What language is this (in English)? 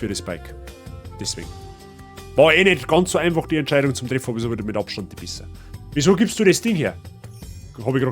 Bavarian